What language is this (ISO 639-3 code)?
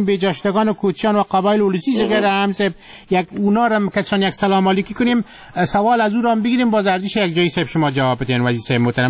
fas